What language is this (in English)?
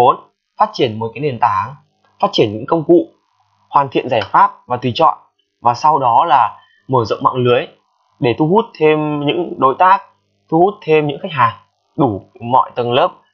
Vietnamese